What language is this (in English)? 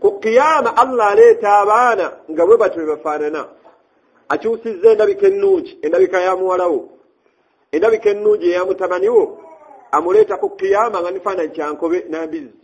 Ganda